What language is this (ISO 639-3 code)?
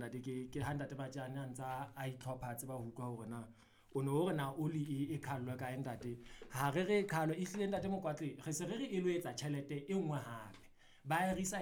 sot